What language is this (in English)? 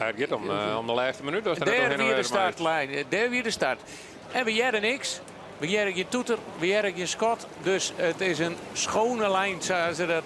Western Frisian